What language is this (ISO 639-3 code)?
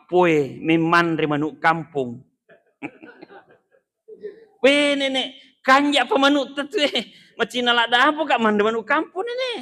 bug